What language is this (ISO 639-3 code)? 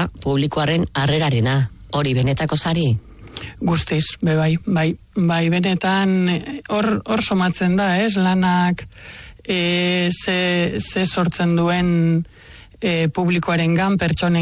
eus